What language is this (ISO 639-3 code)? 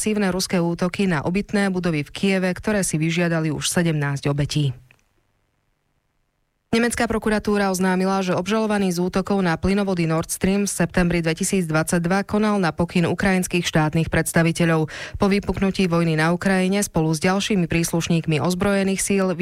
slk